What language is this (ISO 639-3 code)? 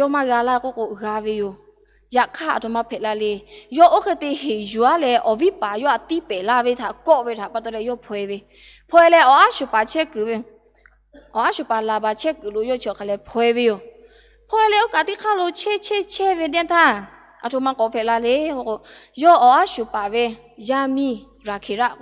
lhu